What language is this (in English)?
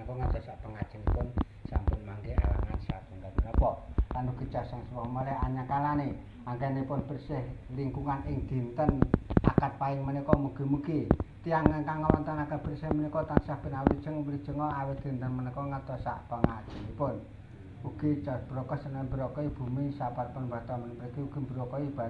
Javanese